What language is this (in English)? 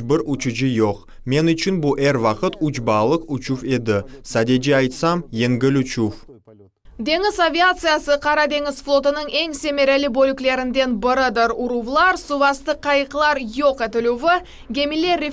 Crimean Tatar